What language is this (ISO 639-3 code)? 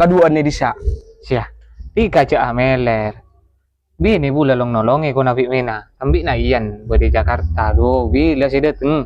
mad